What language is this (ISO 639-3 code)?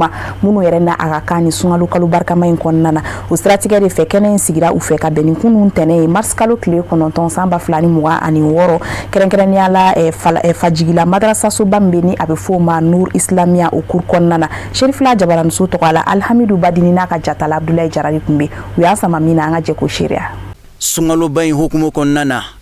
bam